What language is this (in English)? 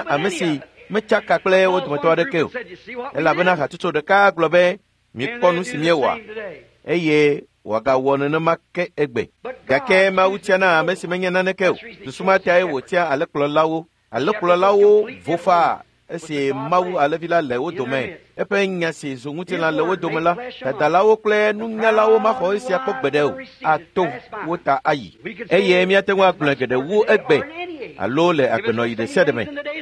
Ewe